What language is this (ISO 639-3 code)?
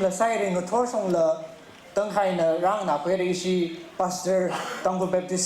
nmf